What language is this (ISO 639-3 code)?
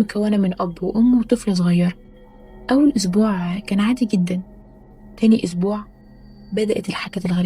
arz